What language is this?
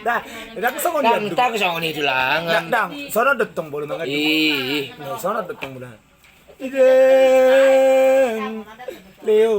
Batak Toba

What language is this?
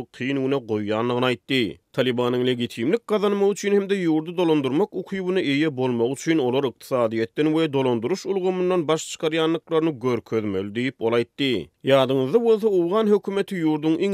Turkmen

